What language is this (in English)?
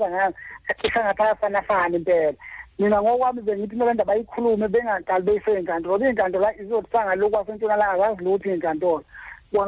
Xhosa